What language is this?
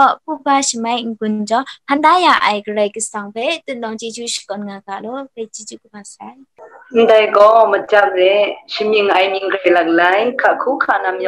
Kachin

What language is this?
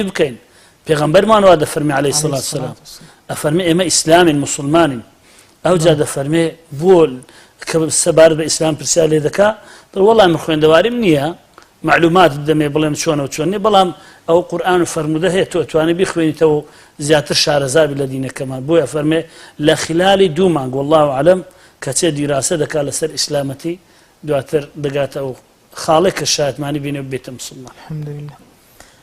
Central Kurdish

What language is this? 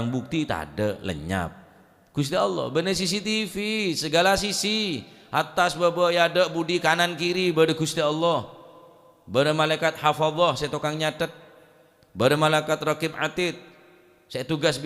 Madurese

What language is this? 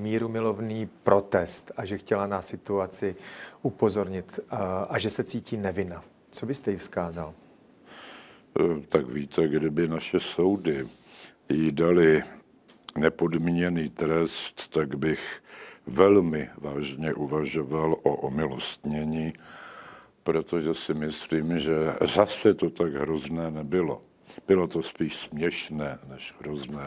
Czech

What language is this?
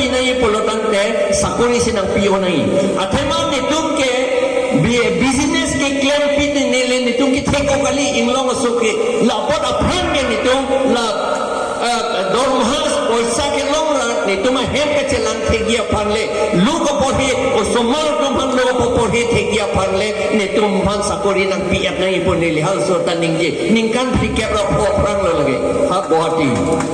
Karbi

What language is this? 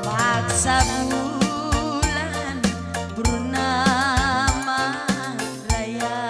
Batak Karo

